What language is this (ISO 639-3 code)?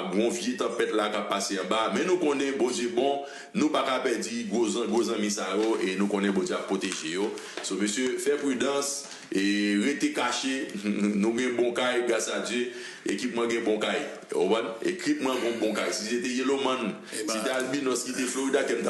hat